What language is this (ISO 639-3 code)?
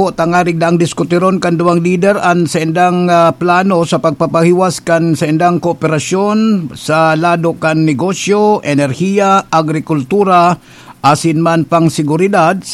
bik